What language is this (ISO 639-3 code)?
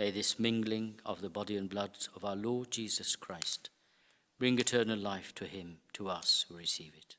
eng